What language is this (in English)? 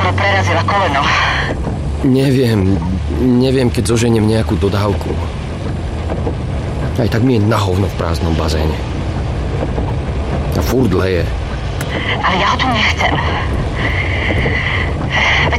Slovak